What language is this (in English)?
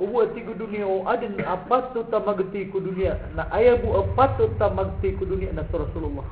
Maranao